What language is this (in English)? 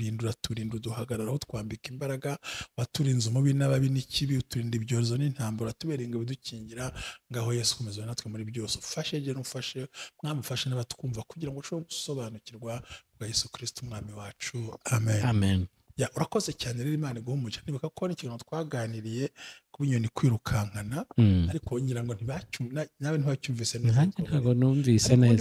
Kinyarwanda